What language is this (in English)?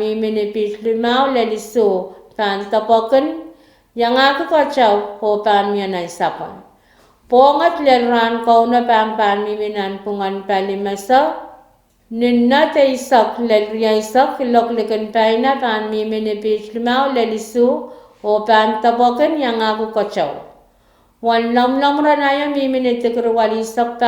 Pohnpeian